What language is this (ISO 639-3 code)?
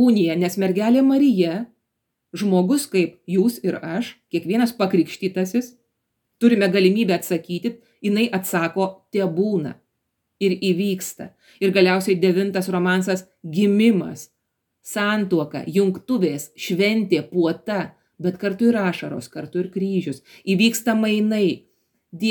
lit